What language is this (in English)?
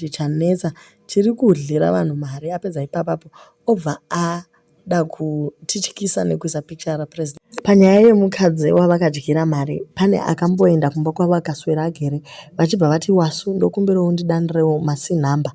Shona